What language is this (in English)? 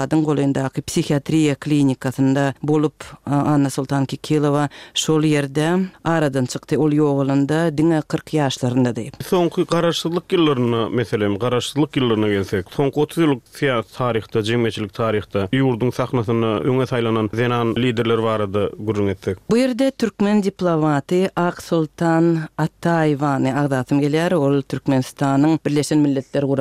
Turkmen